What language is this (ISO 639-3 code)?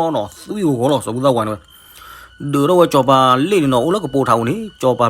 ksw